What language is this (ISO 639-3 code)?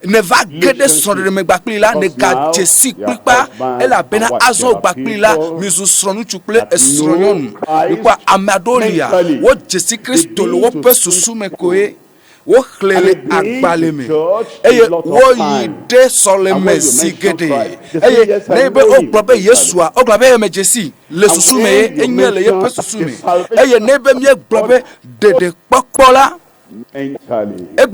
ewe